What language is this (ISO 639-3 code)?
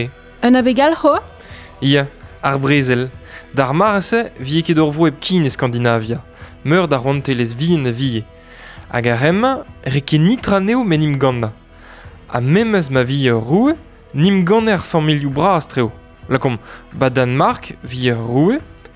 bre